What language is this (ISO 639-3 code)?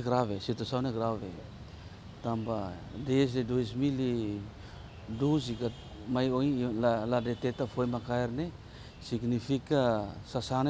tet